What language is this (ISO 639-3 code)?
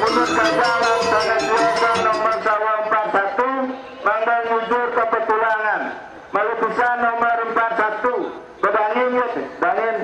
ban